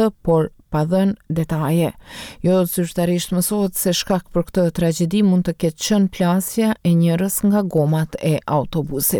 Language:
Albanian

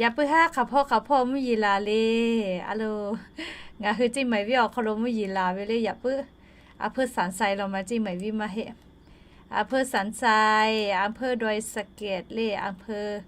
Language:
Lahu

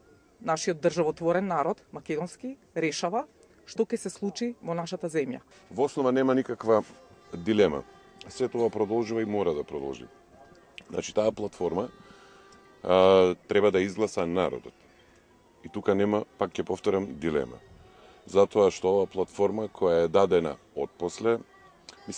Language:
Macedonian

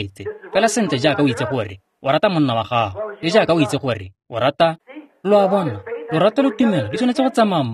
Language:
Tswana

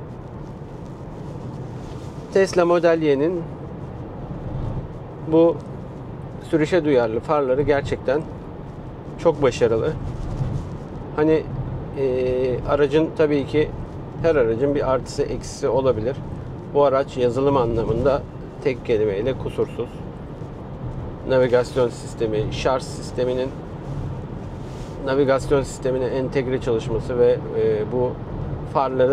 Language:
Turkish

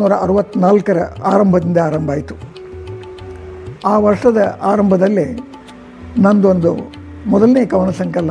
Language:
Kannada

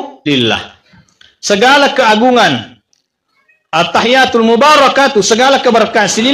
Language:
Buginese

